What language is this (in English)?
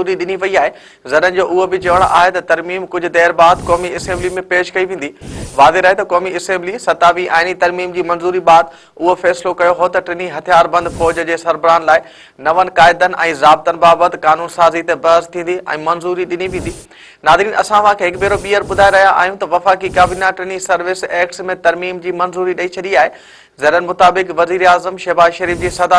Sindhi